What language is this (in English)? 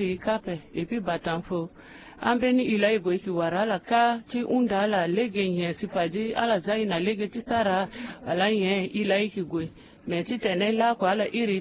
Sango